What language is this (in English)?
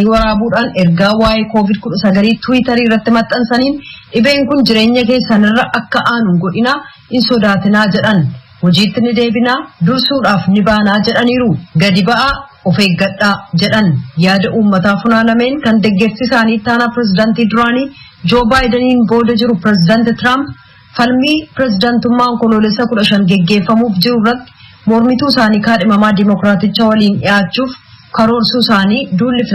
Oromo